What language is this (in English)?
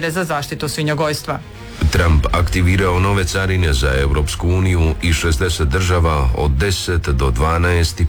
Croatian